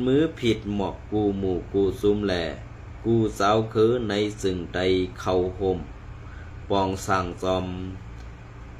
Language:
Shan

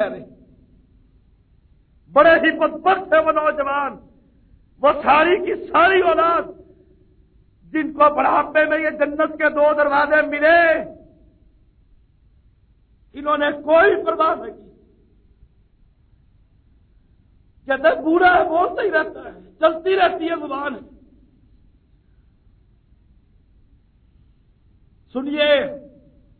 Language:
Urdu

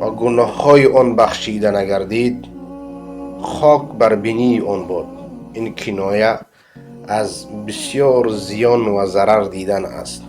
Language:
Persian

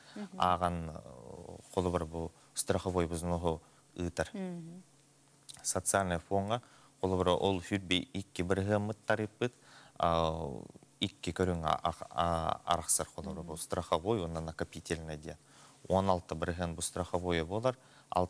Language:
Yakut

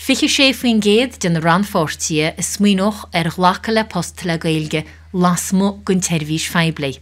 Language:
Irish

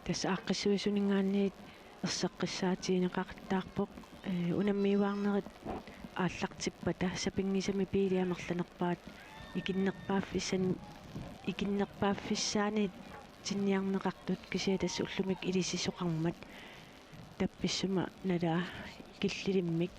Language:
Kalaallisut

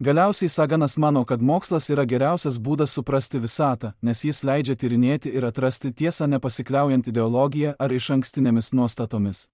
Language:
Lithuanian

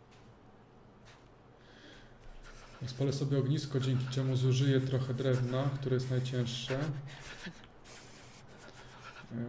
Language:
Polish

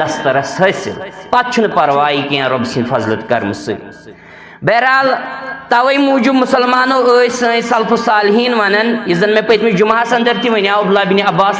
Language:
Kashmiri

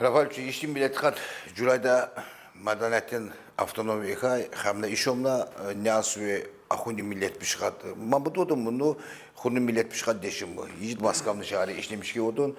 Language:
Tsakhur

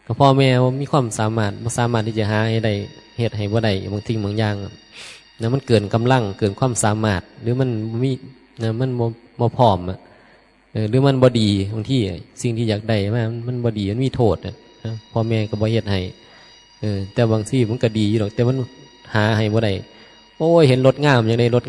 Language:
Northeastern Thai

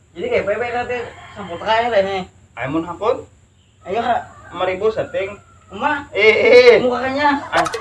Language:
Banjar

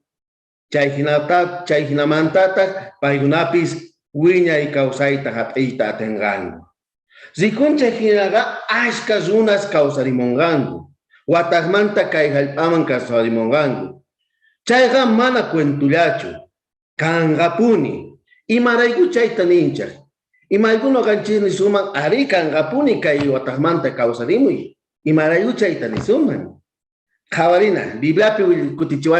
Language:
South Bolivian Quechua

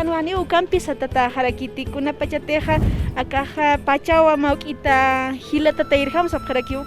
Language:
Aymara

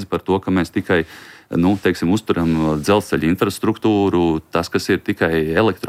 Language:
Latvian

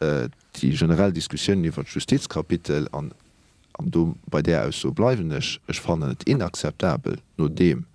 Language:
Luxembourgish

